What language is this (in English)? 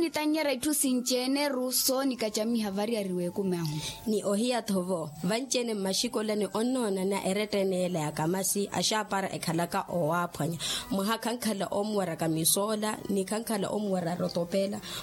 Makhuwa